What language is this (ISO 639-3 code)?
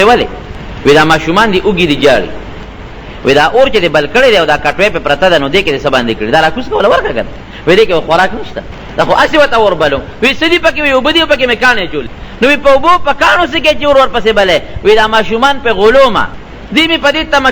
pus